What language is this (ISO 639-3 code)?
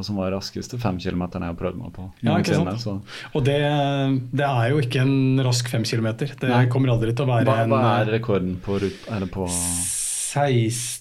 nor